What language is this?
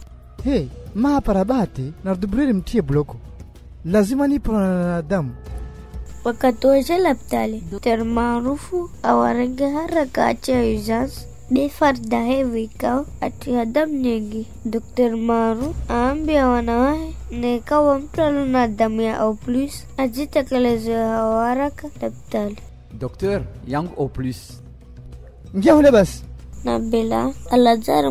Swahili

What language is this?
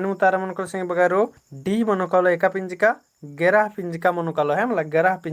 Kurukh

